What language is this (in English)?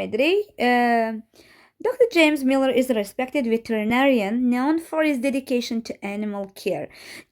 Azerbaijani